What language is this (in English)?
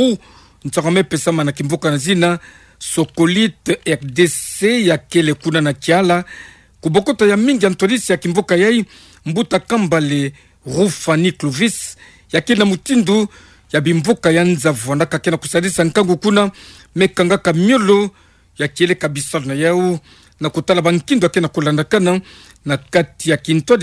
Kituba (Democratic Republic of Congo)